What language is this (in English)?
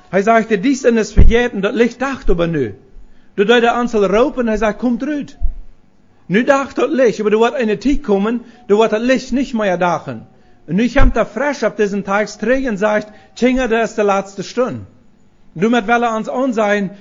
Plautdietsch